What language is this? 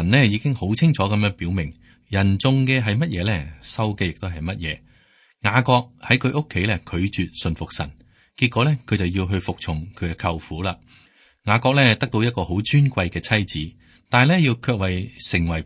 Cantonese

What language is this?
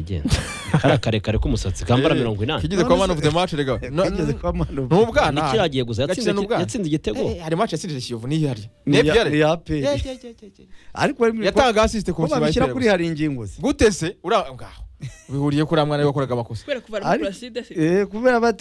Kinyarwanda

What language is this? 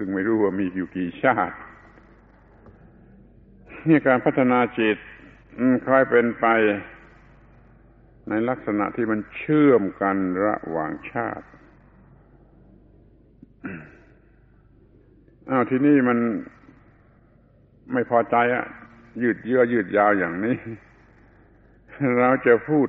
Thai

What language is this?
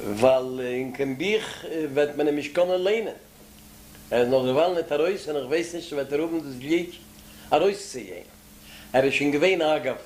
Yiddish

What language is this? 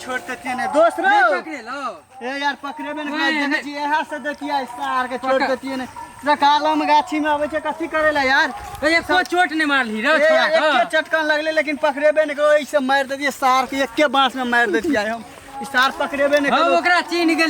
Maithili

